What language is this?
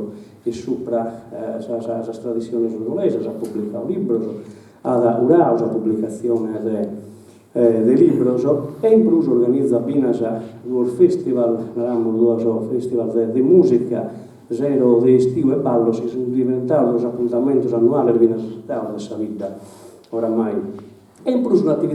Sardinian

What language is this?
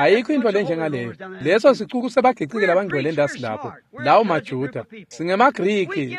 Swati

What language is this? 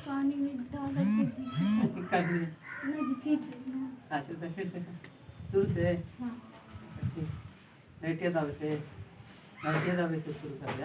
Magahi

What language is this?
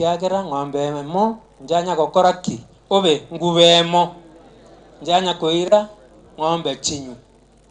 Gusii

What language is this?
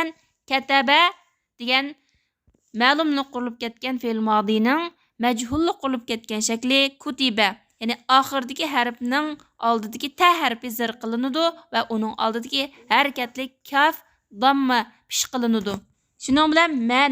Uyghur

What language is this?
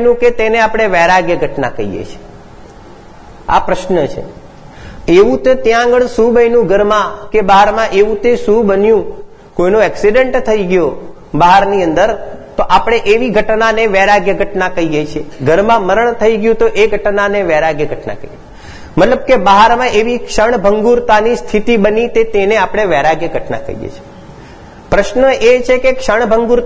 Gujarati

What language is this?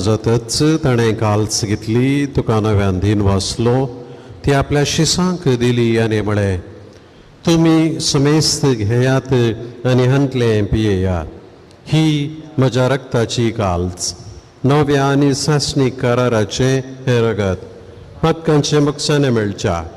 Konkani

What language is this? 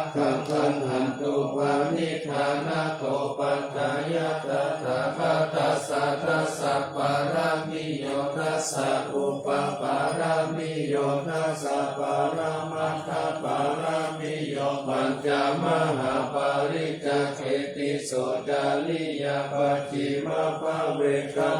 Pali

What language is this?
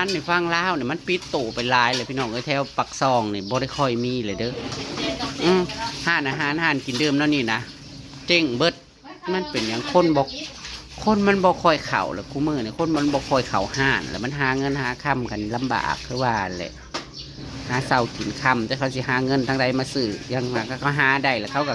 Northeastern Thai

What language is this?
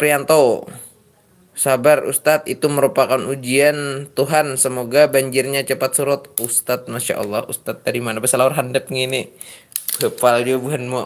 Banjar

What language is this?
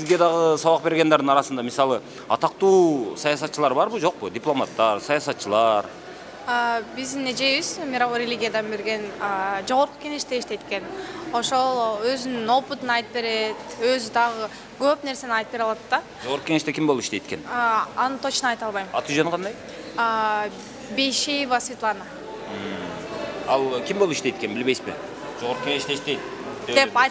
Kyrgyz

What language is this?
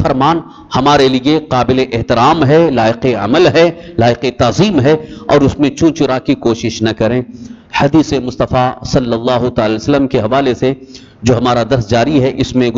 Urdu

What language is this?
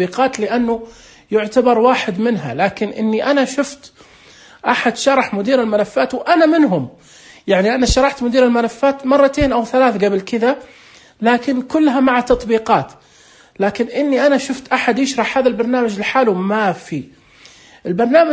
Najdi Arabic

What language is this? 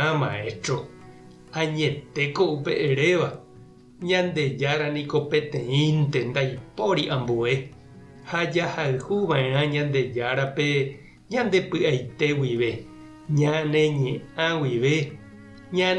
Guarani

